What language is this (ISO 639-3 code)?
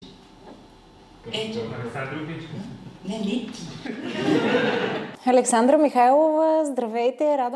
bul